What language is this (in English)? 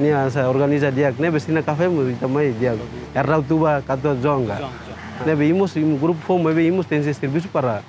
Tetum